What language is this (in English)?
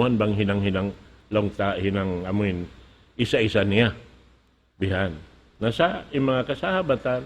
Tausug